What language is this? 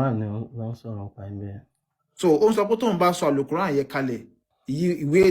Yoruba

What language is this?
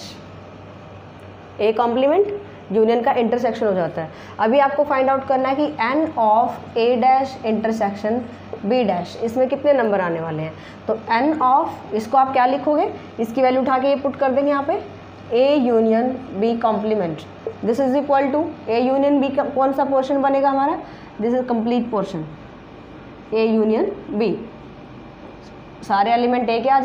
Hindi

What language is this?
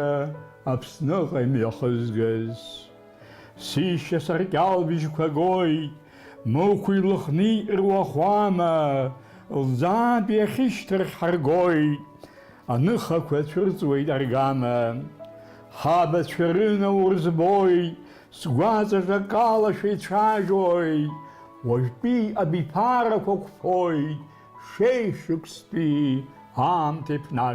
Abkhazian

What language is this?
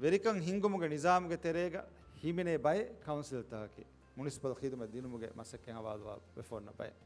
Divehi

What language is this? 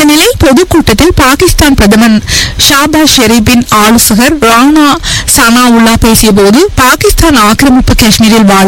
Tamil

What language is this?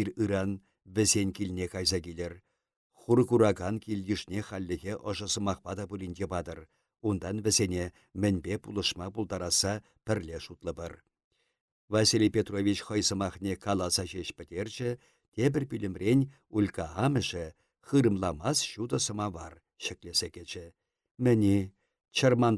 Chuvash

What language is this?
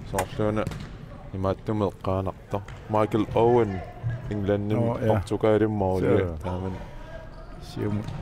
Kalaallisut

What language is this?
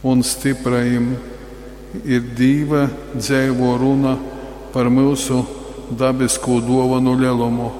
Latgalian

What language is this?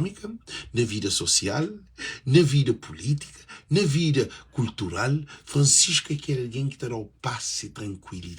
Kabuverdianu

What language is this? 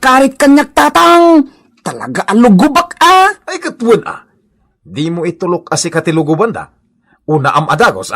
Iloko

